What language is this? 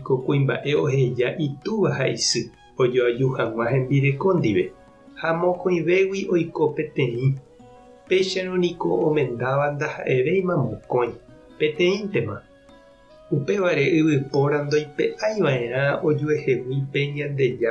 Guarani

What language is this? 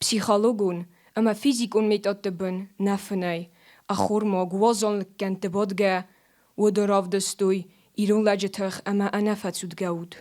Ossetic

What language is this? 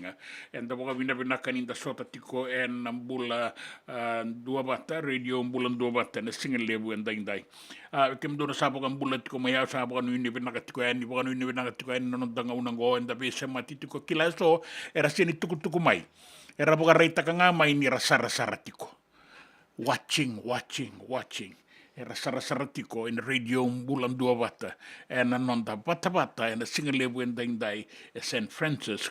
Fijian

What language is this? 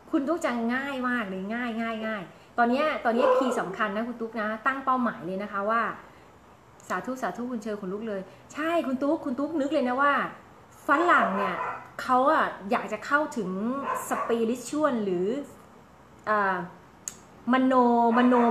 Thai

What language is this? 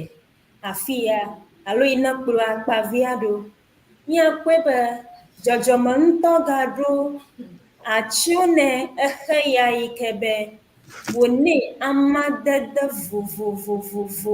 Ewe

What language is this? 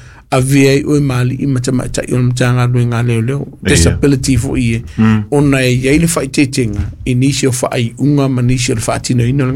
Samoan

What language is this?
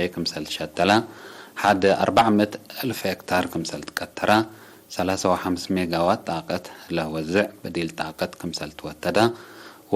Tigre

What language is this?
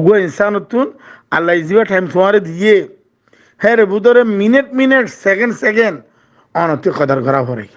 Rohingya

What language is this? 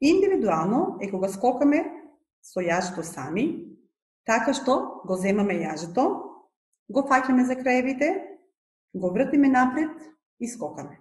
Macedonian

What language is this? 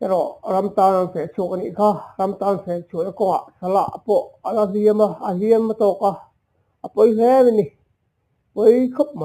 Mizo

